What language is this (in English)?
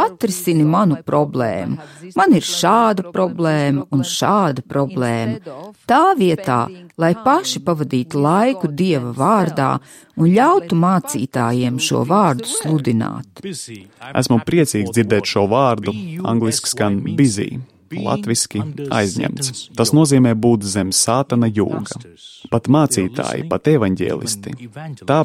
Latvian